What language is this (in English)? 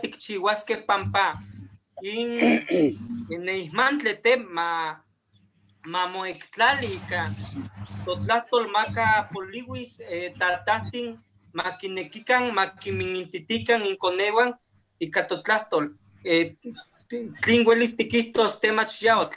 Eastern Huasteca Nahuatl